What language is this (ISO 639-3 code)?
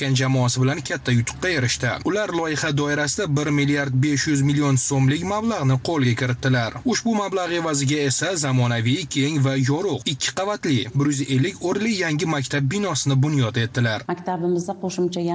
uzb